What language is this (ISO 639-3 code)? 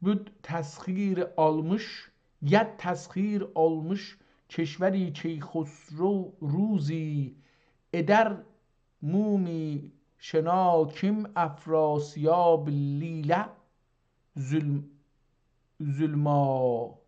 azb